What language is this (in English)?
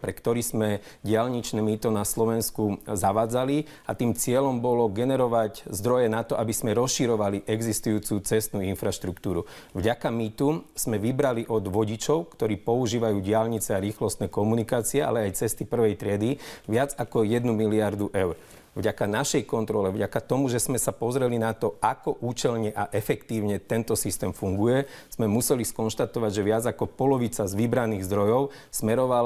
Slovak